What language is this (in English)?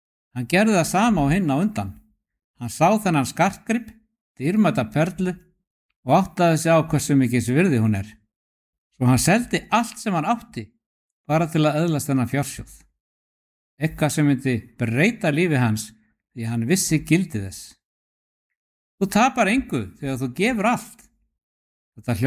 Icelandic